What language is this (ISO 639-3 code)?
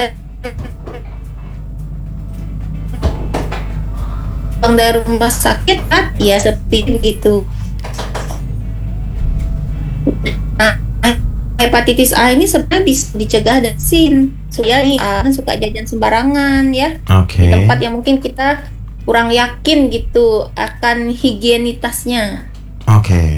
ind